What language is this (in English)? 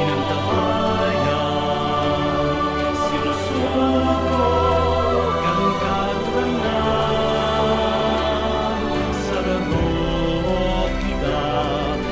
Bikol